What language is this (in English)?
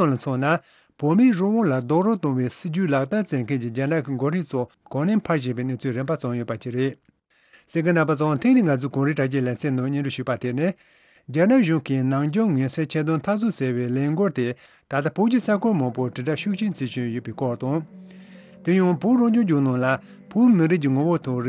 Tibetan